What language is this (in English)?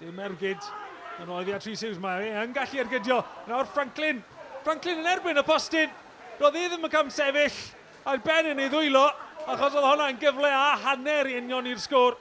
Welsh